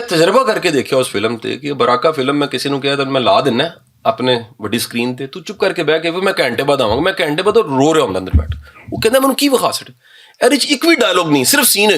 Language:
Western Panjabi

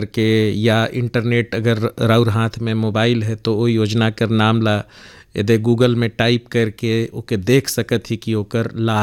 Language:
Bhojpuri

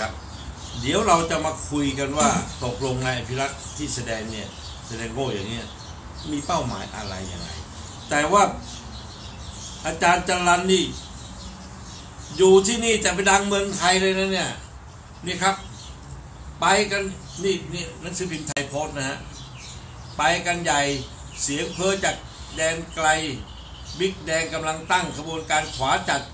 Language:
Thai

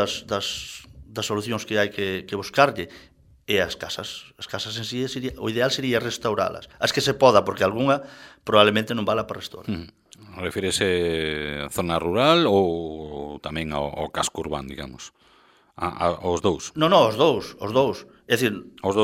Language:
Galician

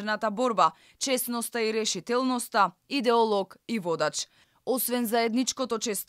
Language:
Macedonian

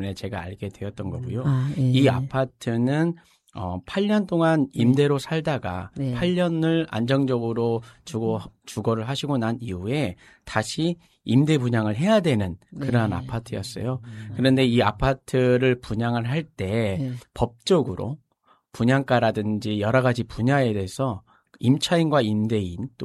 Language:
Korean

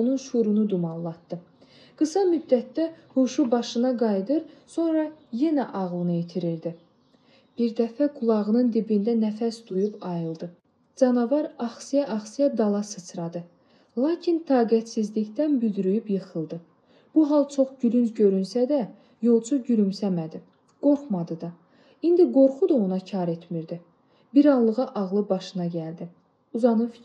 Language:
Azerbaijani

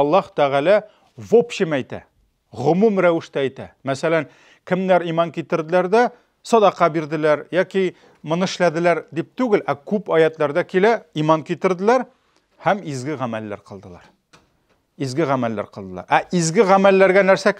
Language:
Tatar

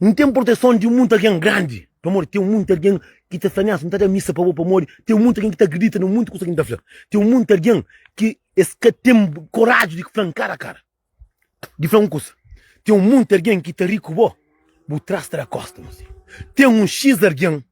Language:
Kabuverdianu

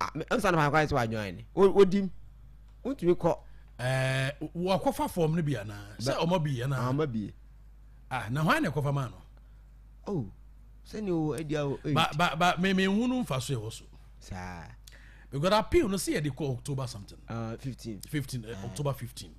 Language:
Akan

